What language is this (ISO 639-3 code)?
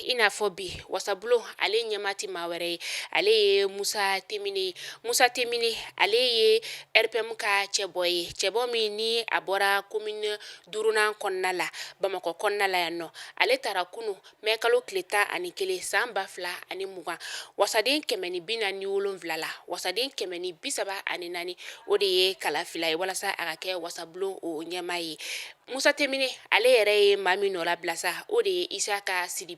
bam